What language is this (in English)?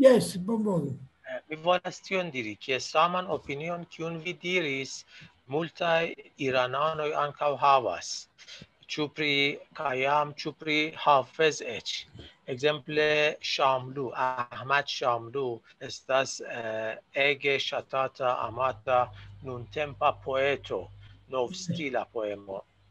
Esperanto